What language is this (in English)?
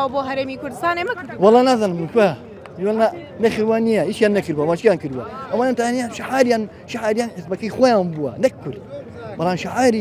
Central Kurdish